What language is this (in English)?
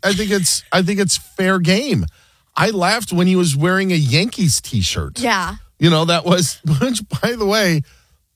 English